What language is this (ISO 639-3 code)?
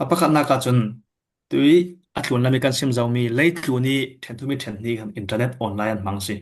cfm